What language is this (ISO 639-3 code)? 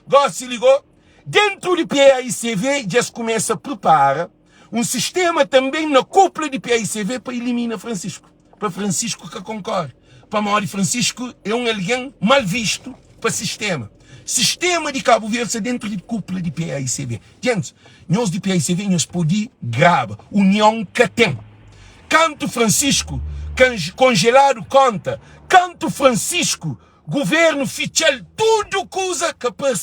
kea